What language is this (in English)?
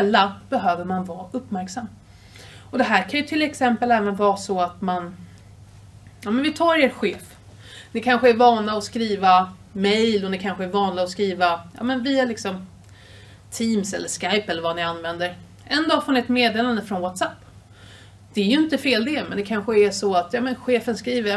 Swedish